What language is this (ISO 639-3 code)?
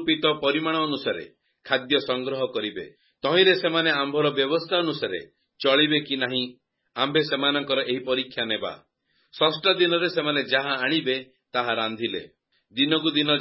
ori